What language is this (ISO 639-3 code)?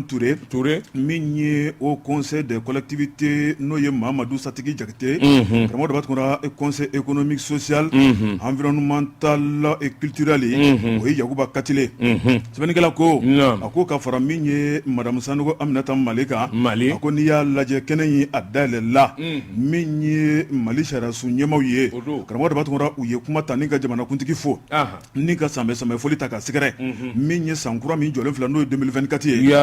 bam